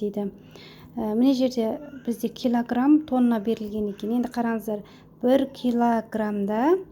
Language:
Kazakh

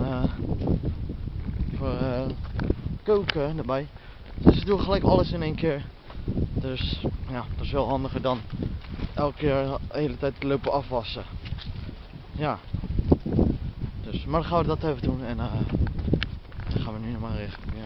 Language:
Dutch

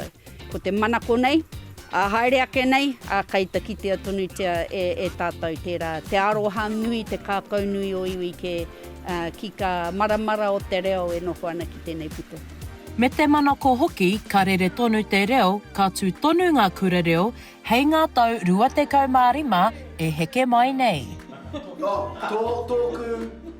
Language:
Māori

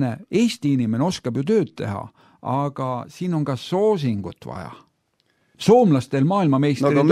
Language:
Estonian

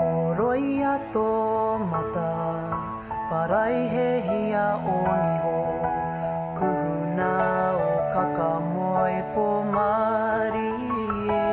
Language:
Māori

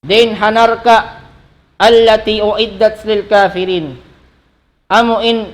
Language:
Tausug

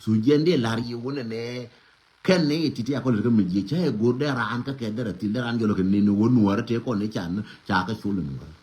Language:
Nuer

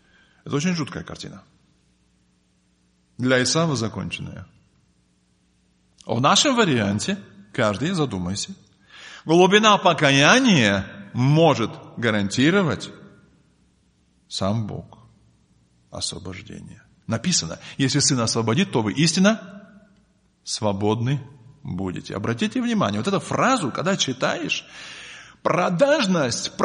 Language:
Russian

